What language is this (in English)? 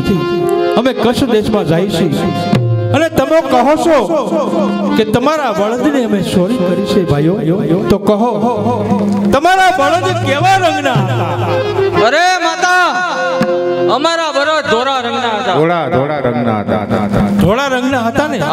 Gujarati